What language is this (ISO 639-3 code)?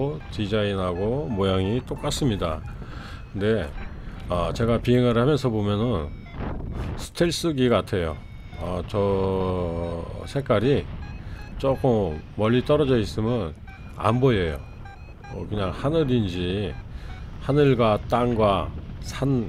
kor